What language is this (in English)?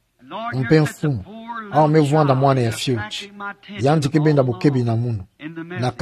Kituba (Democratic Republic of Congo)